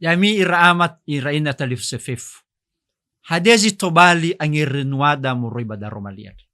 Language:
Nias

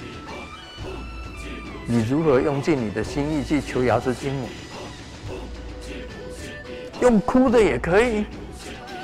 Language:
Chinese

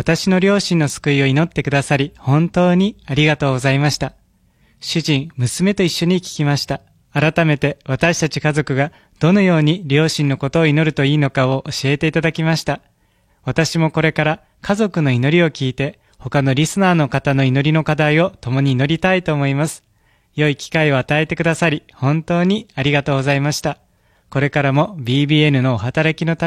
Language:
Japanese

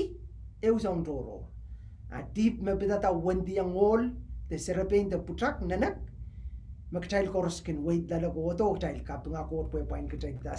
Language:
Pohnpeian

